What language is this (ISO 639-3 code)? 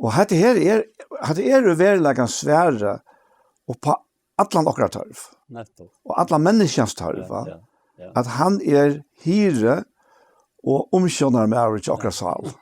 fao